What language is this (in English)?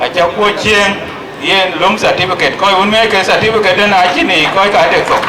Dinka